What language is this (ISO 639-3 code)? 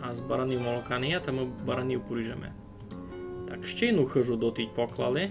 rue